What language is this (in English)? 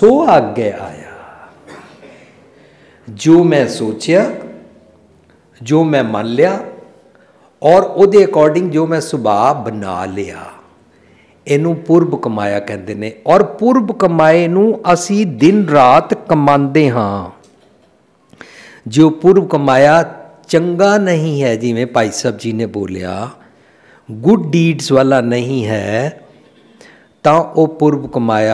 Punjabi